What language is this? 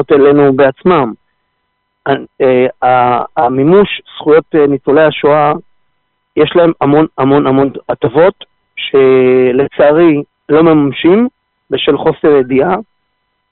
Hebrew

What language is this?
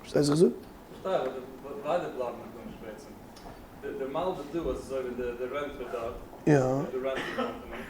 Yiddish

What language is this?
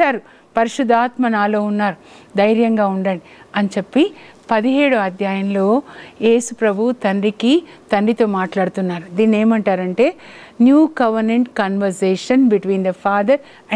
Telugu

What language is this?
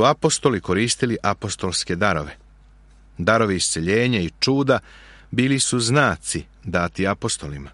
Serbian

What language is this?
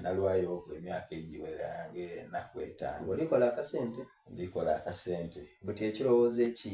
Soga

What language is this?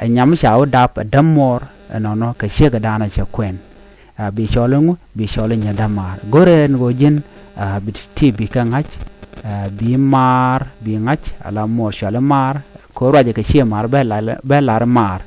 Nuer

